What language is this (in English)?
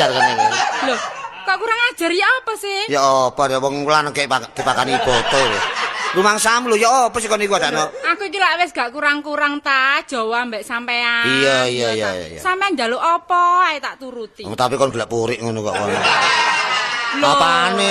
Javanese